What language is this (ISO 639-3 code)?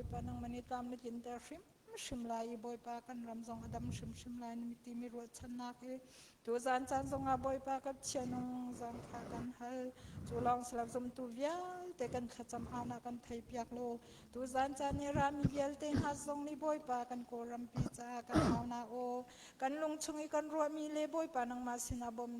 cnh